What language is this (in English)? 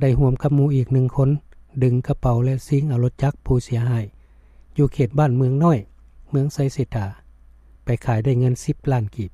Lao